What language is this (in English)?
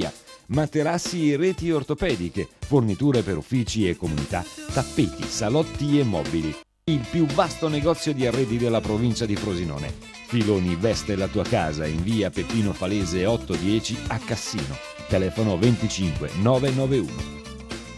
Italian